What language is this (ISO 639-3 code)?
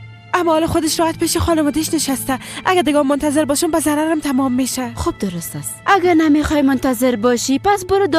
fas